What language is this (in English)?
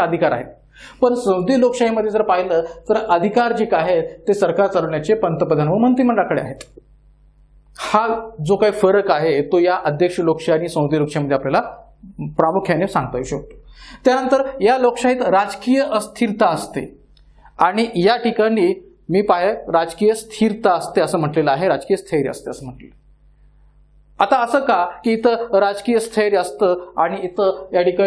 Marathi